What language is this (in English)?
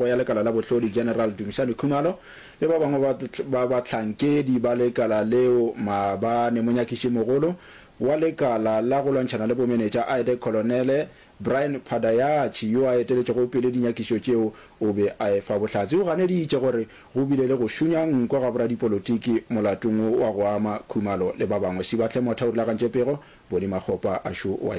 Northern Sotho